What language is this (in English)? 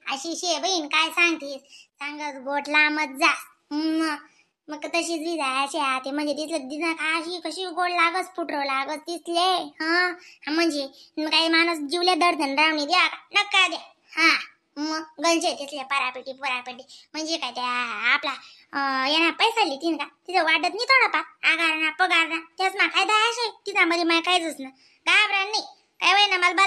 Khandesi